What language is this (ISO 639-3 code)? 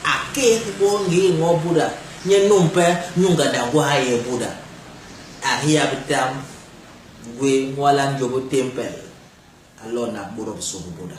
bas